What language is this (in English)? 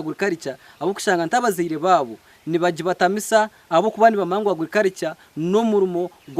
Nyankole